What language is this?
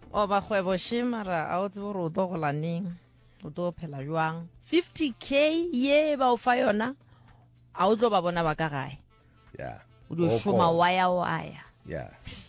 Northern Sotho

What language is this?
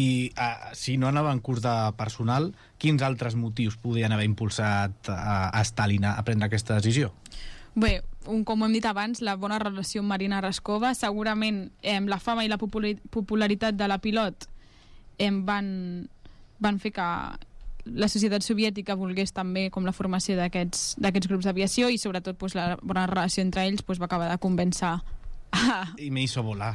Catalan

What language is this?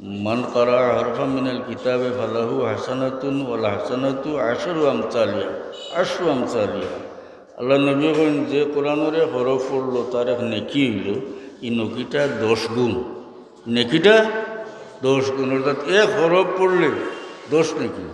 Sylheti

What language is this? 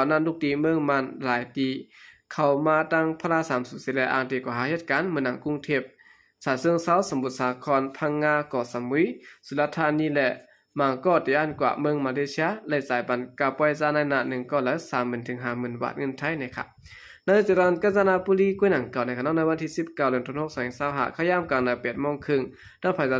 Shan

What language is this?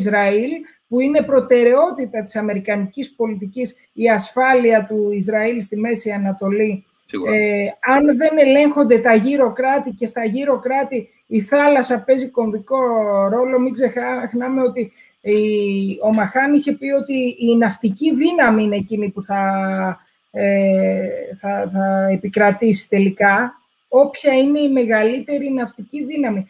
Greek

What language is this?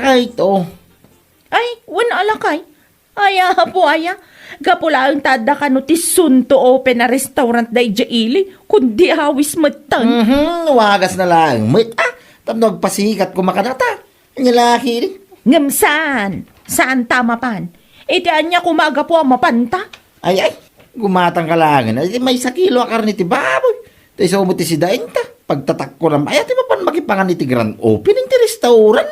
Iloko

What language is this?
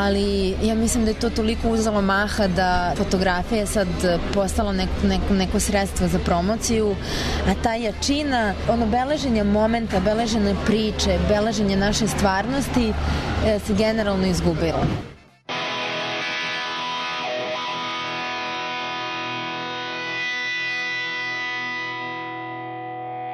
Serbian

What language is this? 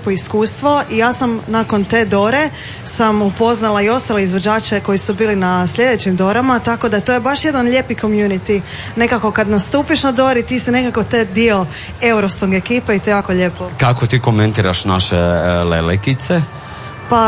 Croatian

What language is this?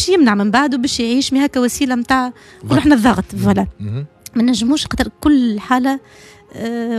Tunisian Arabic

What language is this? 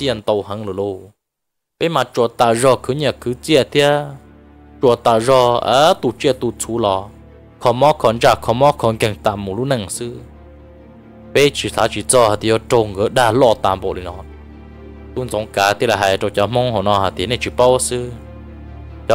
Vietnamese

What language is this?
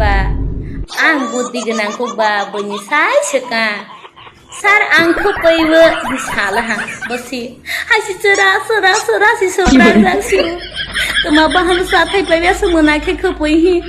Kok Borok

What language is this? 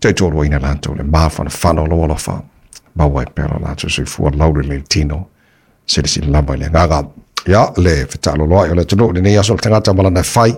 Samoan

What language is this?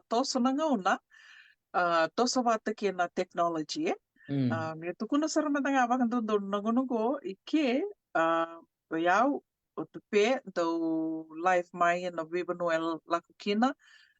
Fijian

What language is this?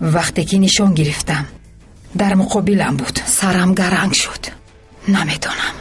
Tajik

